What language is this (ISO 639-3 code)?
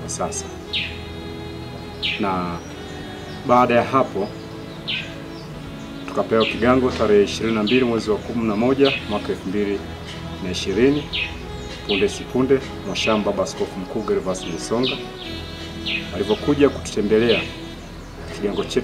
swa